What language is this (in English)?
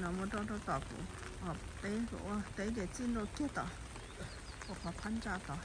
Hmong